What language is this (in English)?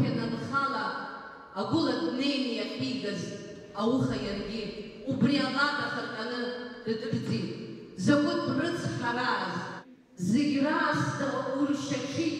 Abkhazian